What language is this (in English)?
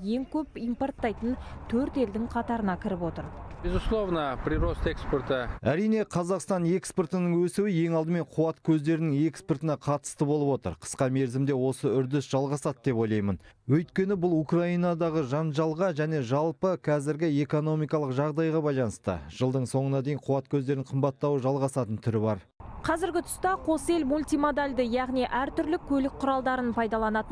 Kazakh